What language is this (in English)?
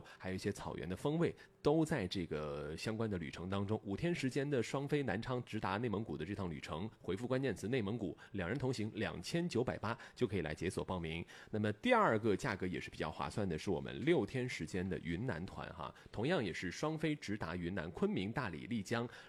Chinese